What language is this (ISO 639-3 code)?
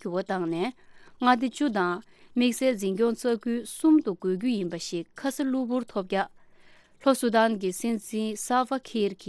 bod